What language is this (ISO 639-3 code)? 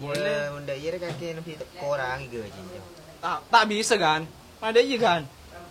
mad